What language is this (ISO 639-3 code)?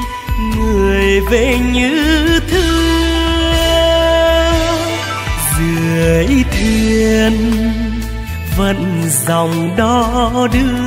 vie